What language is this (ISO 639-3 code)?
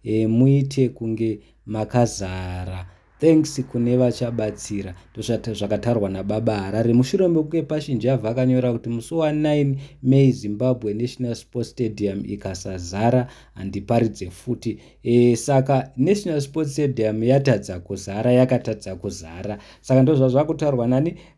sna